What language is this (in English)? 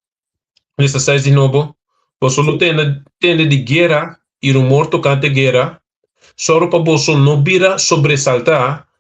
Papiamento